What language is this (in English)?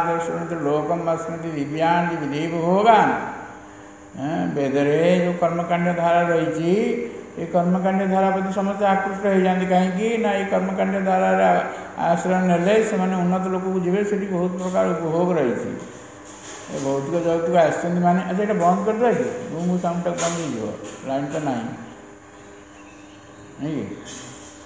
Odia